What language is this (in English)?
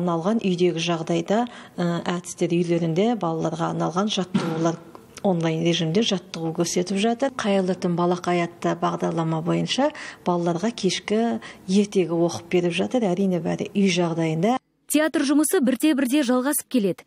Kazakh